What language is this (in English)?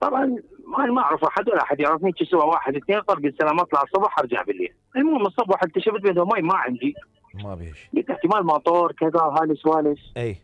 Mesopotamian Arabic